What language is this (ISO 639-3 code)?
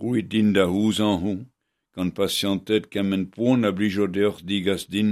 bre